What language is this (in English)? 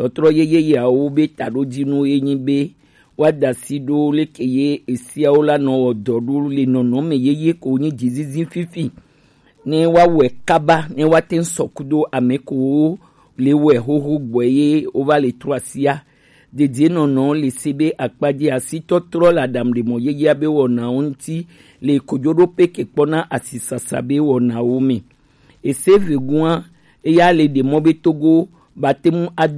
Gen